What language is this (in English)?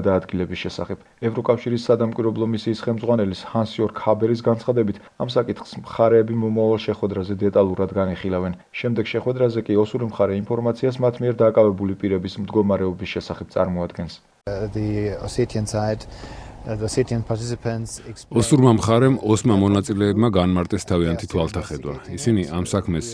Georgian